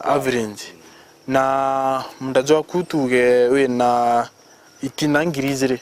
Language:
Meru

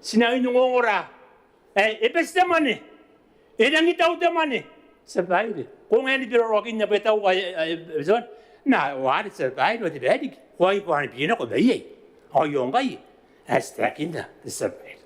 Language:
Gilbertese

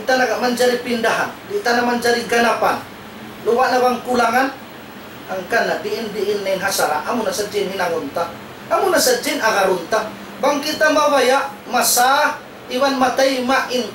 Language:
Tausug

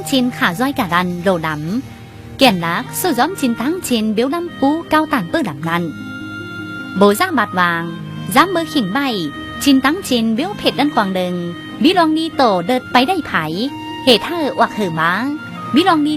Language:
Tai Nüa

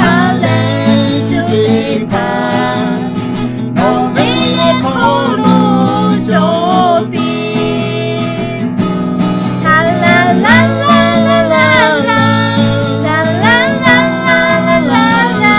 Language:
Lahu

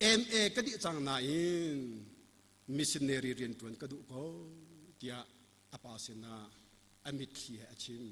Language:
Hakha Chin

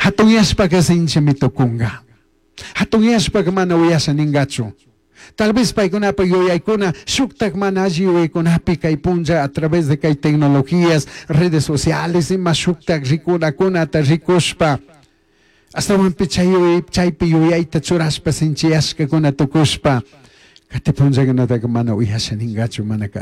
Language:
Chimborazo Highland Quichua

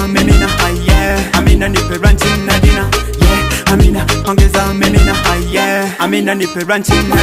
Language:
Swahili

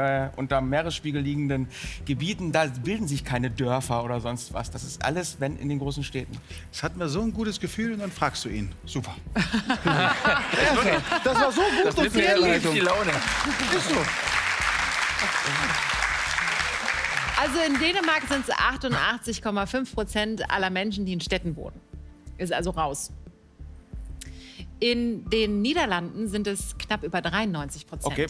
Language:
German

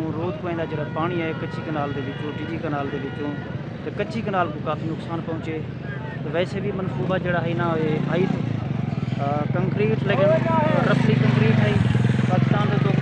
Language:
Saraiki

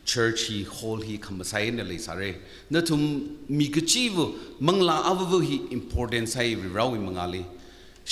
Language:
Tangkhul Naga (India)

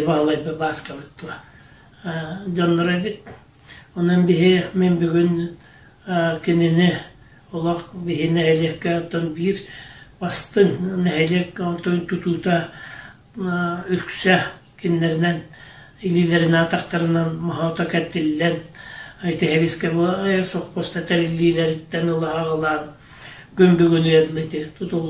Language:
Yakut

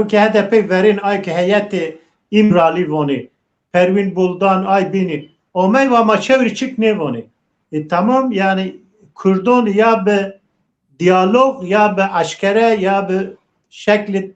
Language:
Zaza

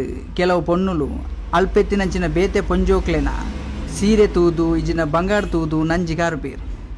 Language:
Tulu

